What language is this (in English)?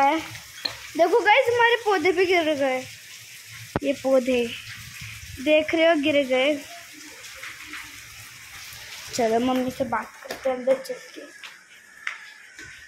Hindi